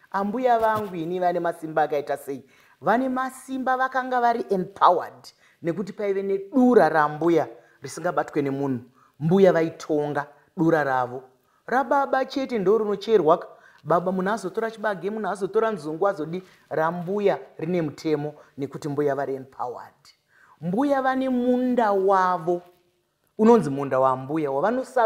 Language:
Shona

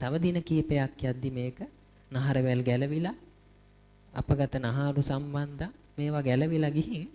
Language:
Sinhala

